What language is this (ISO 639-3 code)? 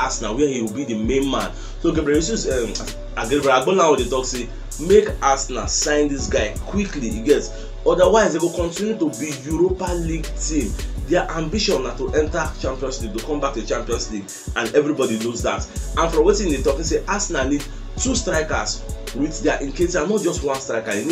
pcm